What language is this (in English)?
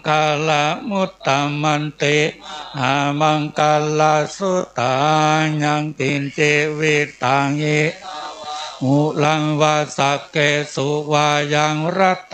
Pali